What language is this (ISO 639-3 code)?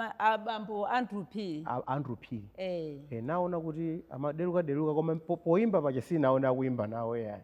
nya